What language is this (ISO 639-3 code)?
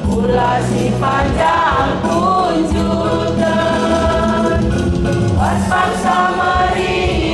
btx